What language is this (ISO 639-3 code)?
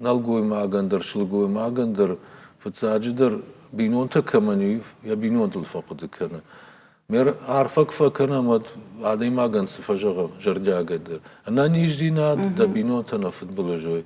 oss